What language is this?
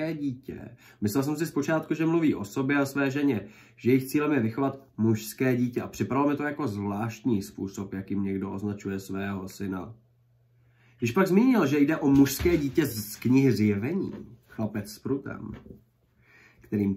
Czech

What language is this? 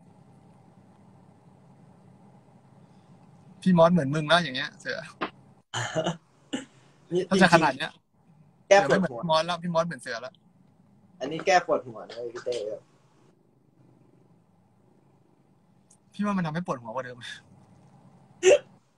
Thai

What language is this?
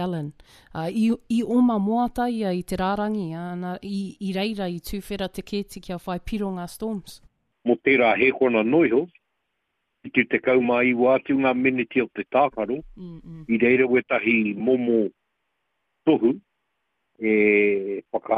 Māori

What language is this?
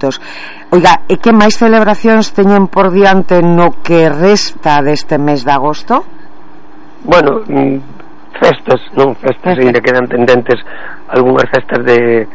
Galician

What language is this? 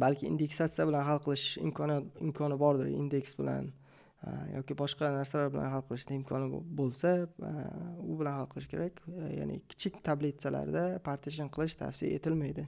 Uzbek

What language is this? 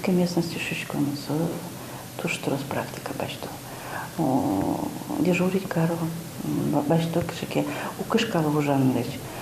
Udmurt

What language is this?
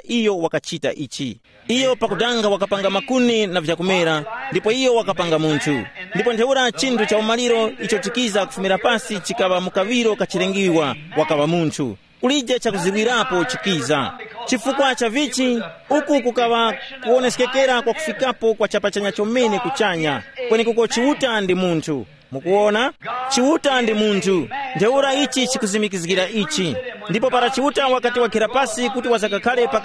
Tumbuka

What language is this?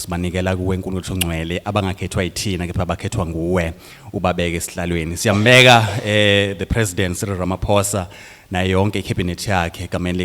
Zulu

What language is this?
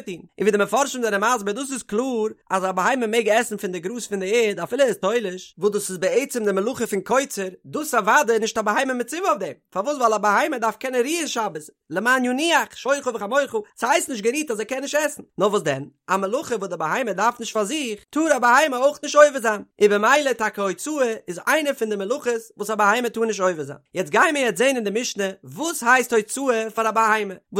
Yiddish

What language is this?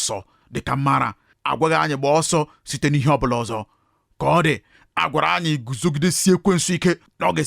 Igbo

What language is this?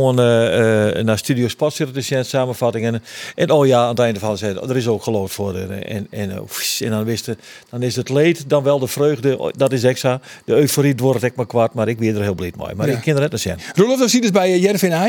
Western Frisian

